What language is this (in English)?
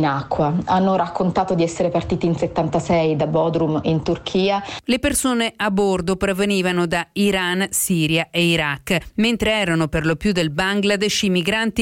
Italian